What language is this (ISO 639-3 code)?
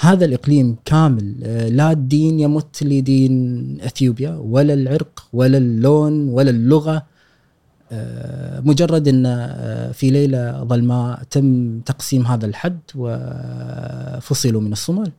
afb